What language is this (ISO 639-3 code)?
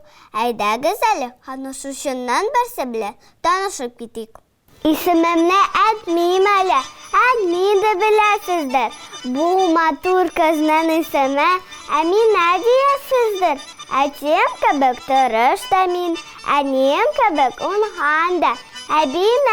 tat